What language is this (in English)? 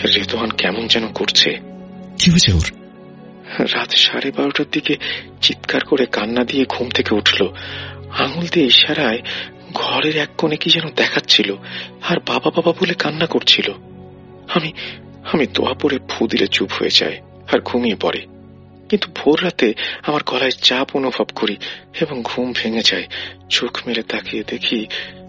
Bangla